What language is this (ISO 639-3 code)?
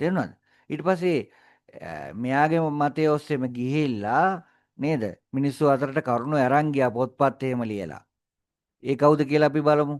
sin